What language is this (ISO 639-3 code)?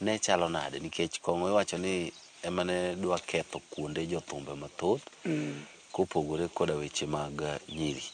luo